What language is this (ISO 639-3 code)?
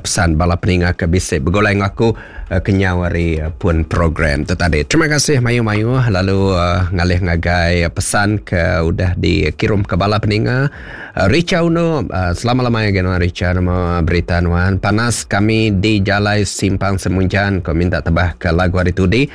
iba